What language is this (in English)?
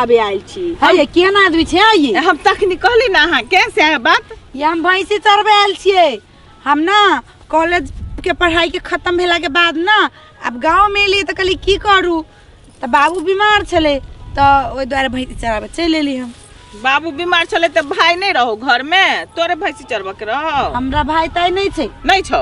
Maithili